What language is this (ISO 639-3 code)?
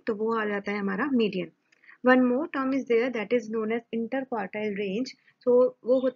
hin